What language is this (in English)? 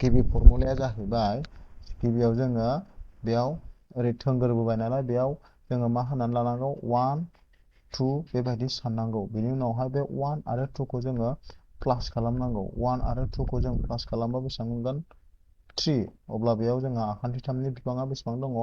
Bodo